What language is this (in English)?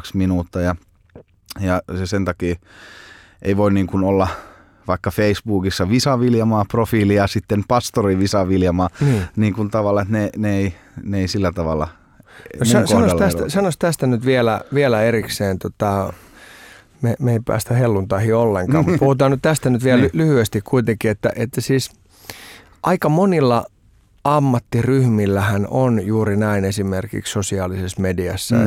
Finnish